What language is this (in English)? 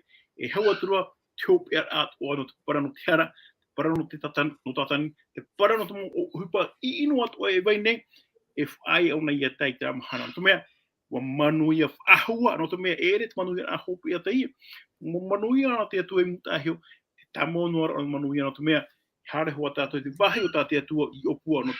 Tahitian